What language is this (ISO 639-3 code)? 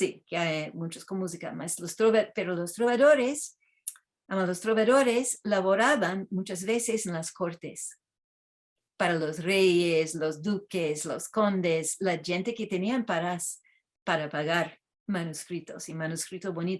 lad